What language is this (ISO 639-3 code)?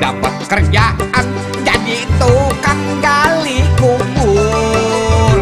bew